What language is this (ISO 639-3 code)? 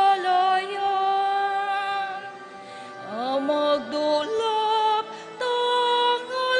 pam